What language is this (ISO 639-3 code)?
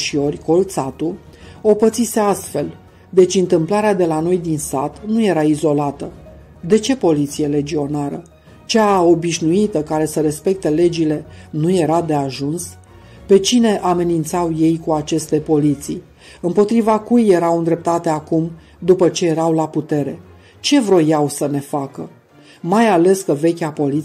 ron